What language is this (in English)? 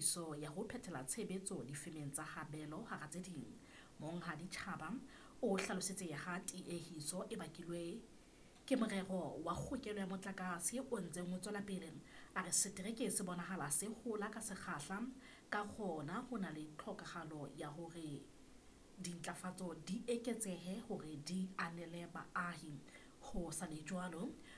Southern Sotho